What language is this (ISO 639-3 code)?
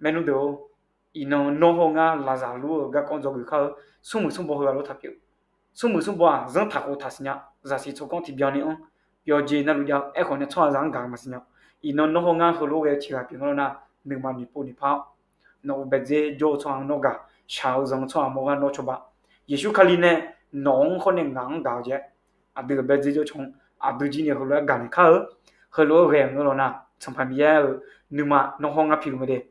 ahk